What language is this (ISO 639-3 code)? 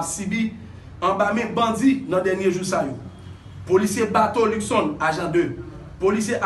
hat